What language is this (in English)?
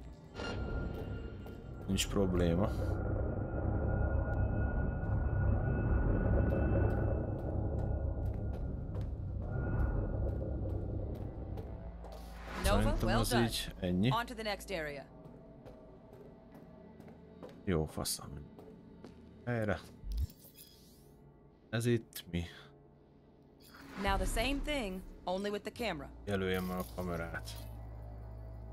Hungarian